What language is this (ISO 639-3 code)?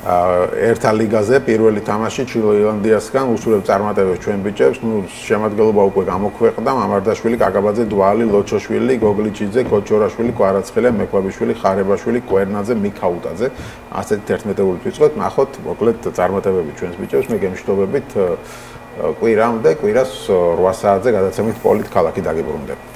kat